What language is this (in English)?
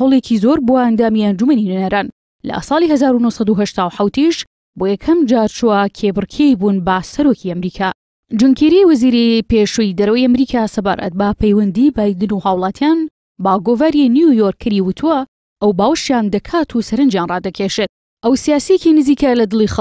Central Kurdish